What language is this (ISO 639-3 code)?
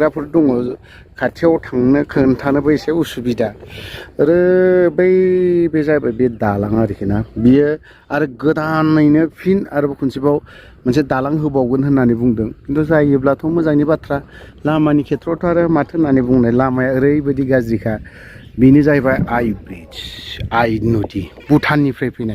brx